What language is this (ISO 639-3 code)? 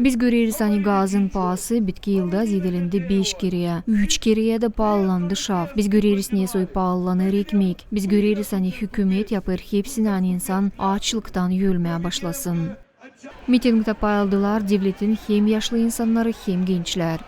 gag